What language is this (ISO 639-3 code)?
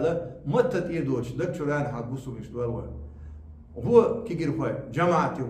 che